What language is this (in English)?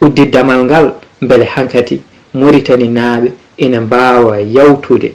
Fula